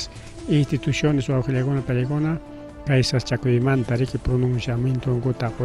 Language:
Ayacucho Quechua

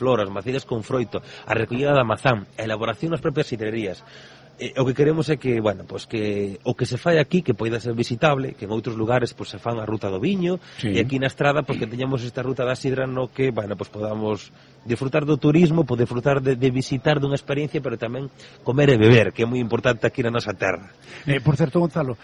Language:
Galician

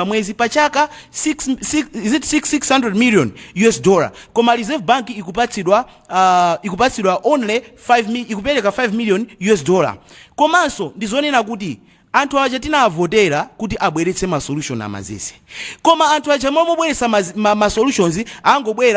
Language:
Nyanja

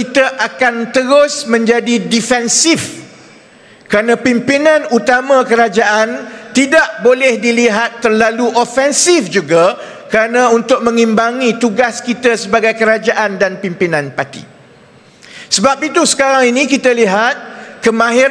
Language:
Malay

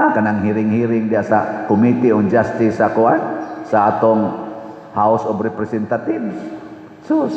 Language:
Cebuano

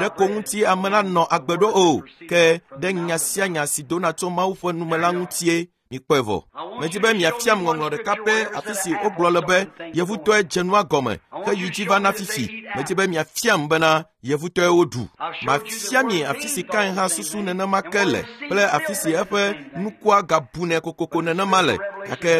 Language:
Ewe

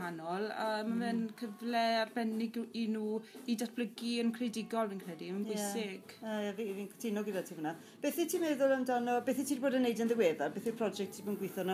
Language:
Welsh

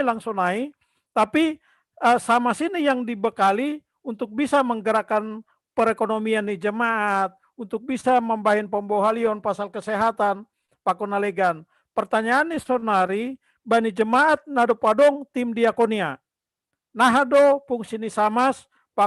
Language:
Batak Simalungun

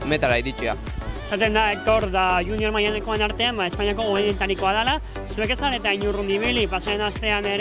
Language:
Basque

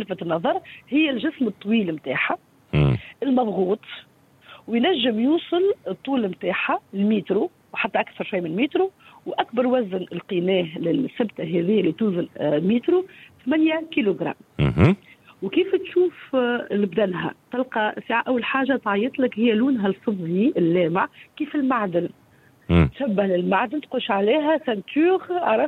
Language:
Tunisian Arabic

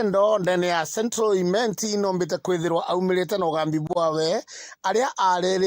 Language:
Meru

